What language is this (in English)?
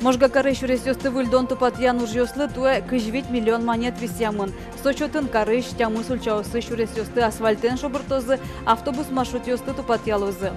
Udmurt